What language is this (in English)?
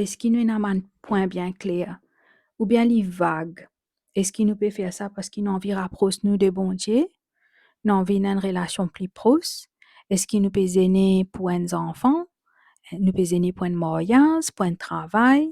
Morisyen